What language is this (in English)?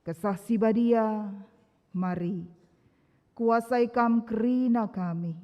Batak Karo